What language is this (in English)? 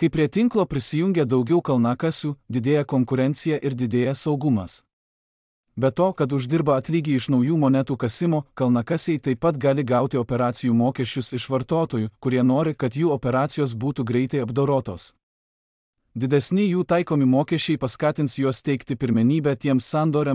Lithuanian